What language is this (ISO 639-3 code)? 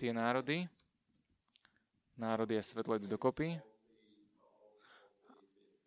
slk